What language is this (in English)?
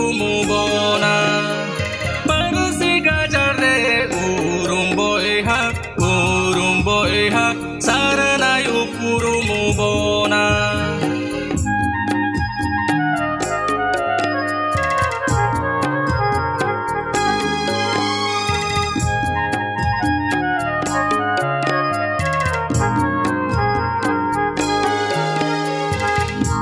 Santali